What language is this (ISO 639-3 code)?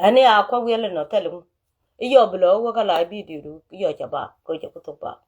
nus